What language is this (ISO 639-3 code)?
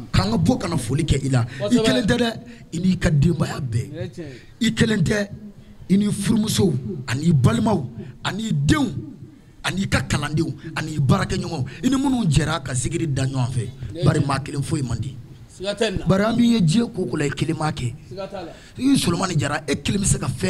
bam